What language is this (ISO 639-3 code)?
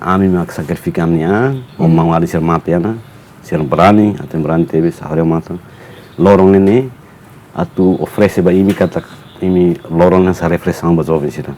tet